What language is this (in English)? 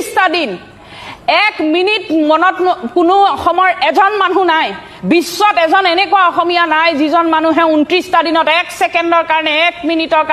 Assamese